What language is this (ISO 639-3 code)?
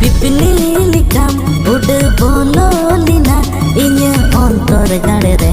sat